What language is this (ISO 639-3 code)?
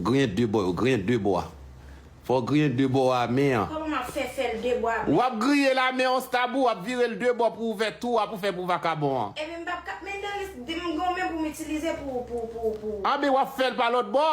hat